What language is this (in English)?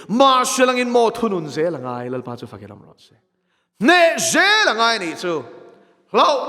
Mizo